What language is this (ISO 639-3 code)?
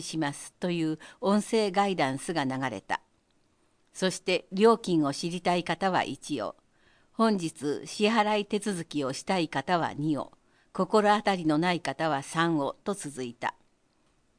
jpn